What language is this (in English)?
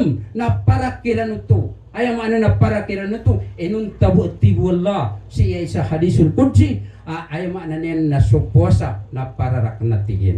Maranao